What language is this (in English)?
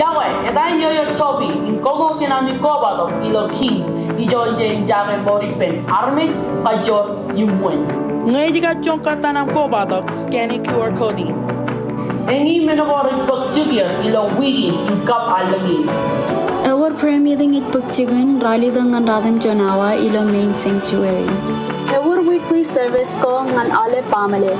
Marshallese